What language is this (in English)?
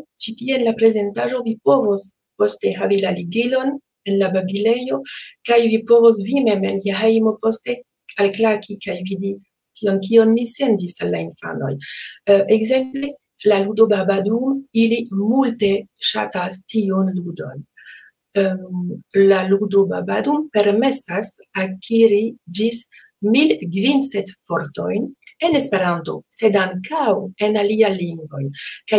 Esperanto